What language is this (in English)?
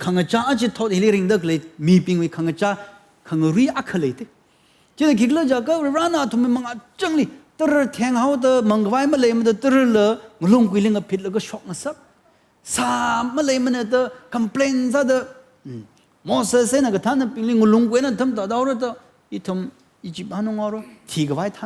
Tangkhul Naga (India)